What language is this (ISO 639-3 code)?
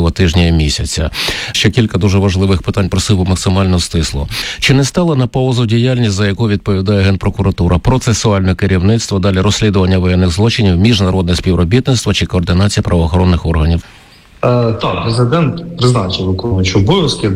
ukr